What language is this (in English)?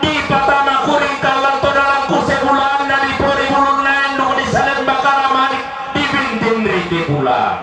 Toraja-Sa'dan